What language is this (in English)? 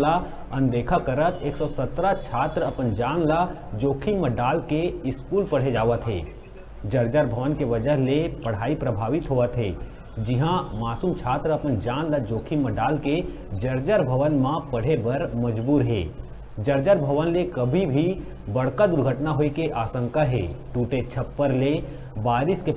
Chhattisgarhi